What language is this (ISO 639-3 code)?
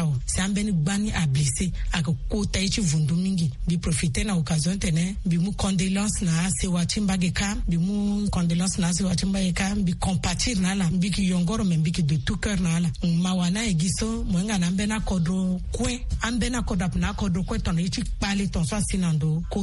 sag